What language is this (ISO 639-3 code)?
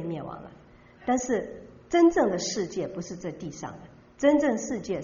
zho